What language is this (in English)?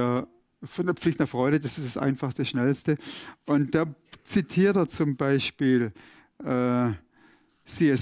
Swiss German